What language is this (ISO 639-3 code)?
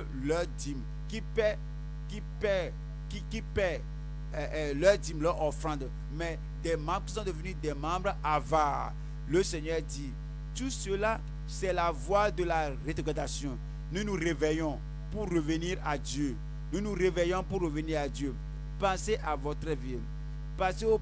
fra